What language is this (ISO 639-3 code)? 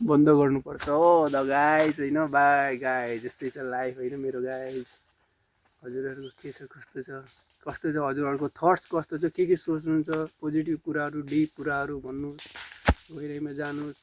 nep